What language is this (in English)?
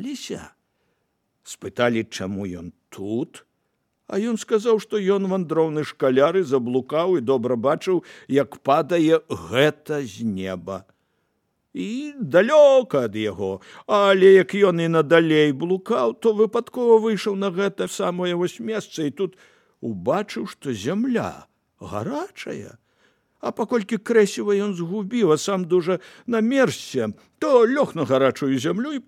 Belarusian